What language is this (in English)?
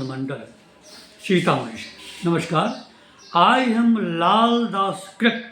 Maithili